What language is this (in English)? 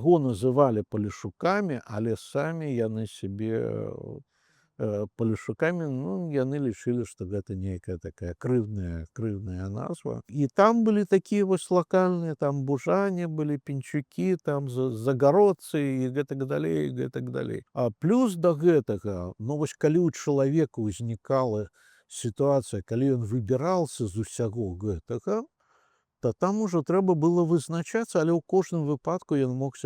Belarusian